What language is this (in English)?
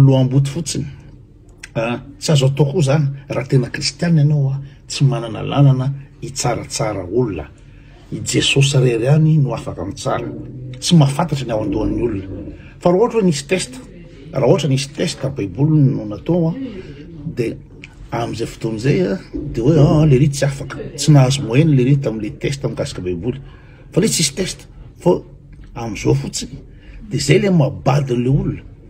Malagasy